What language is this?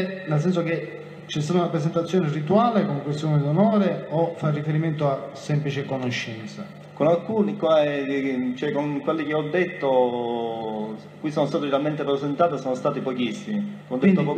Italian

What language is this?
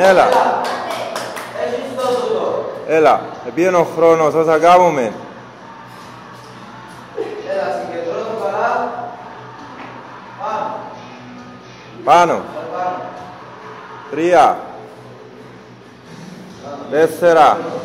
Greek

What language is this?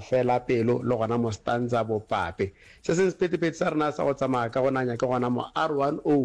Northern Sotho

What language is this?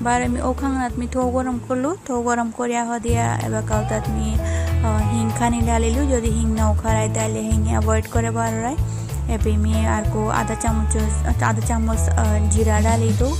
Bishnupriya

